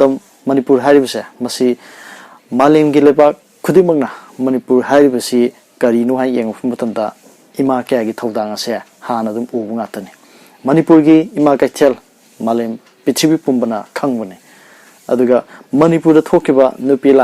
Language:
Manipuri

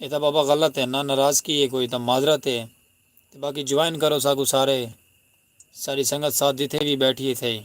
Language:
Saraiki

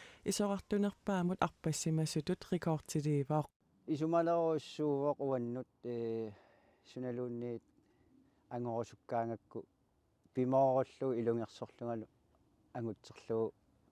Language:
Kalaallisut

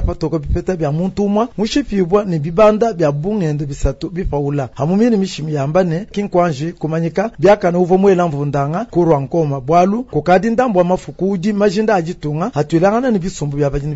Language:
Luba-Lulua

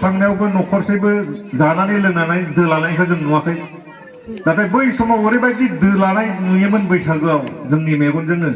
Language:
Bodo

